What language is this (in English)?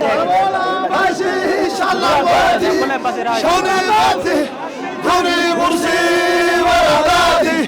Sidamo